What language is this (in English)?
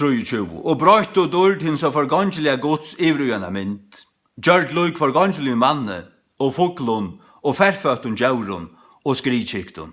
Faroese